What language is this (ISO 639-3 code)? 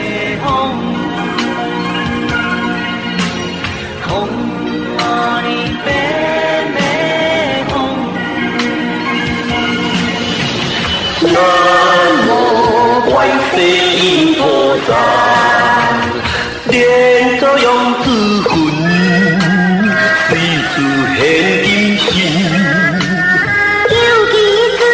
nan